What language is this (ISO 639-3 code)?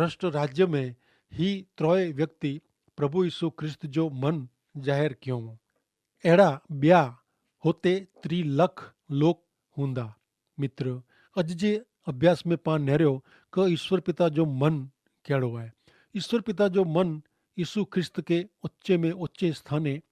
kfr